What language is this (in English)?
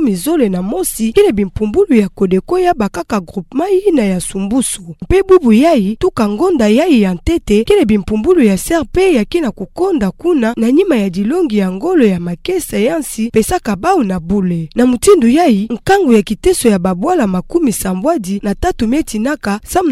Kituba (Democratic Republic of Congo)